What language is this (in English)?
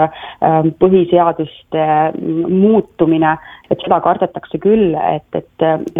Estonian